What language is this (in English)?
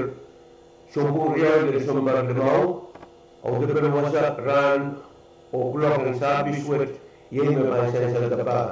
Pohnpeian